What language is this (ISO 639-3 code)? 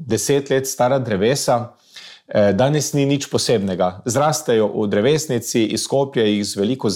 slv